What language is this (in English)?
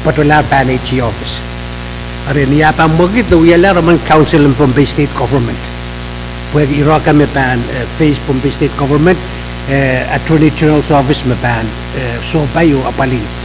Pohnpeian